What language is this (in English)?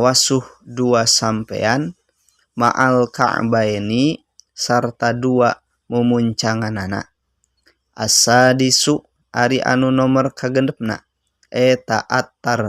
Sundanese